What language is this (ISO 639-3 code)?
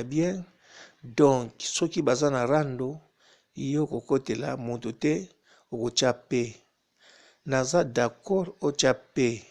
lin